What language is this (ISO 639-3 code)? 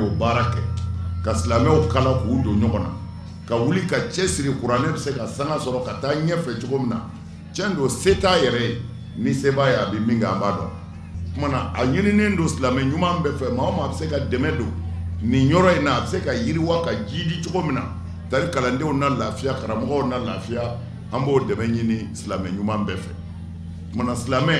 bam